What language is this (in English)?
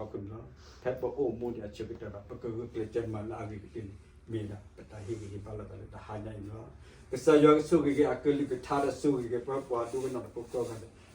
S'gaw Karen